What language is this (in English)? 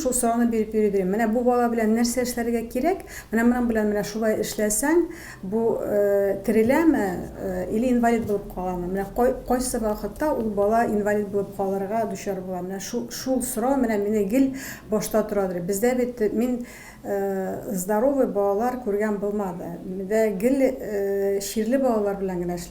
Tatar